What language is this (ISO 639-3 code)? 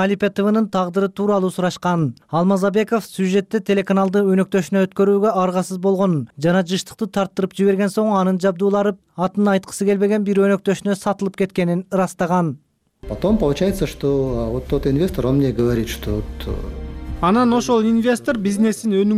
kir